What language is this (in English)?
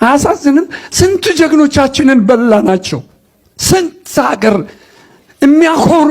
Amharic